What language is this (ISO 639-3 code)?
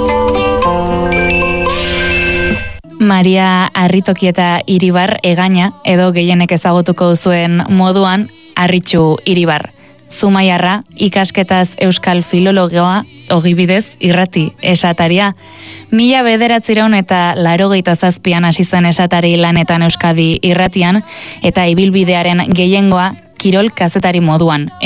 eus